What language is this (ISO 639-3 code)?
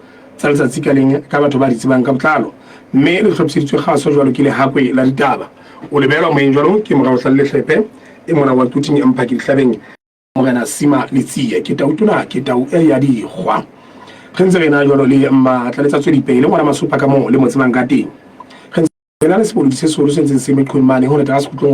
sot